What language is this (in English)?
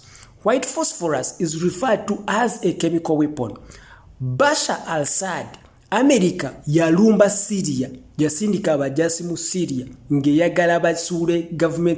Ganda